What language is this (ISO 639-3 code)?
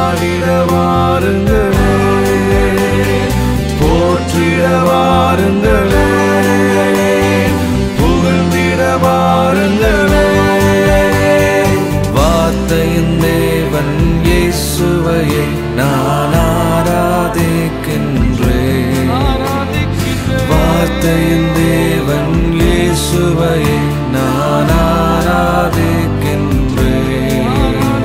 tam